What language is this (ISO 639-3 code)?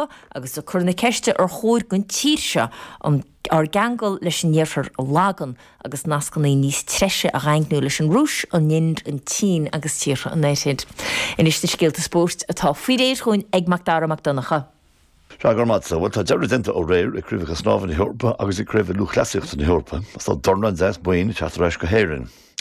gle